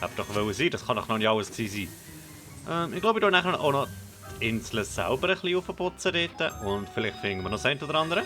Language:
Swiss German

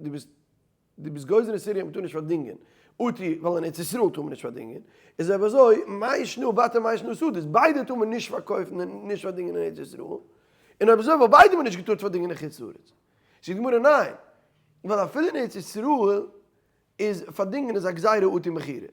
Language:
Yiddish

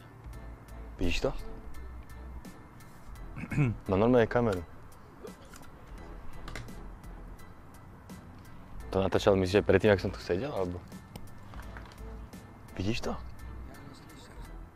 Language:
Slovak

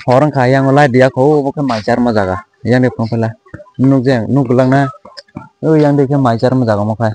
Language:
Kok Borok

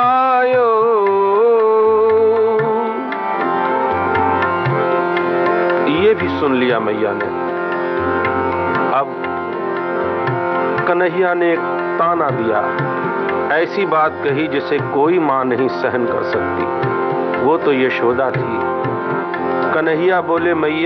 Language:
Hindi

